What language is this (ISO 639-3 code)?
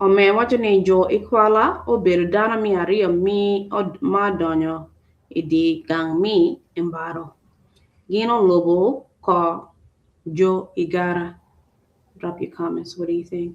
ach